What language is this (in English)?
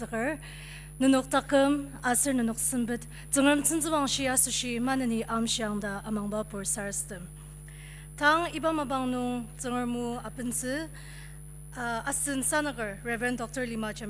Ao Naga